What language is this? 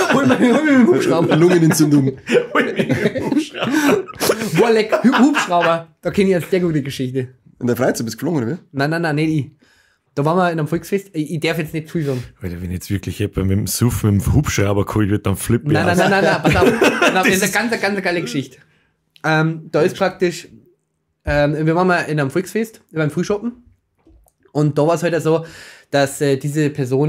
Bavarian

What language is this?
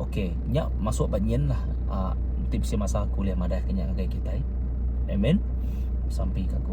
Iban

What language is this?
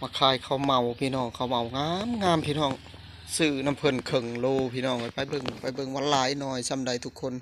Lao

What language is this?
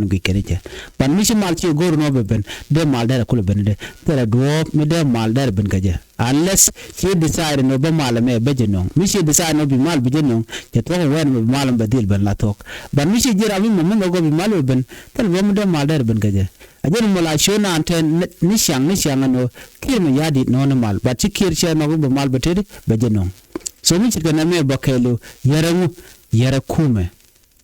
Nuer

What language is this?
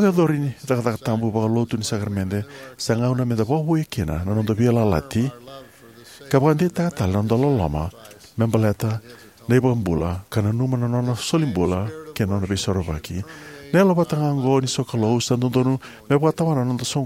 Fijian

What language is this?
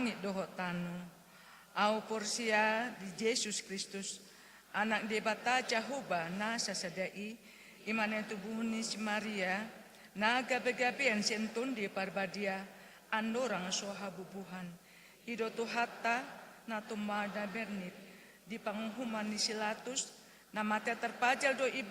Batak Toba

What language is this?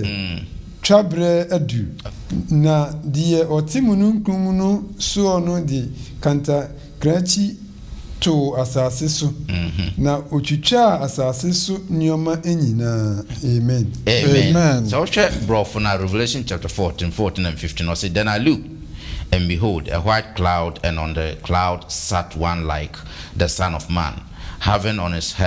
Akan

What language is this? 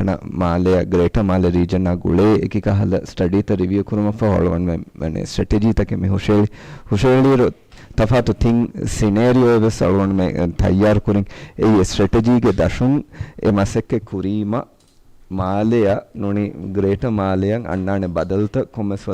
Divehi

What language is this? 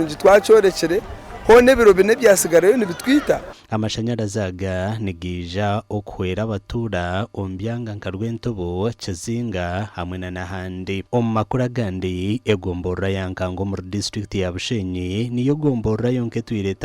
Nyankole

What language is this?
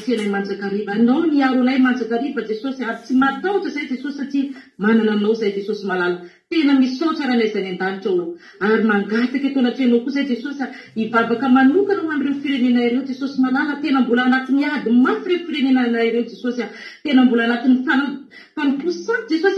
Malagasy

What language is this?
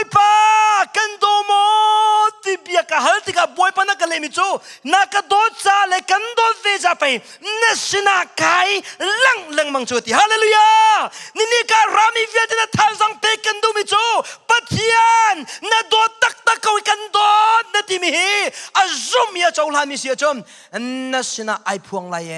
Hakha Chin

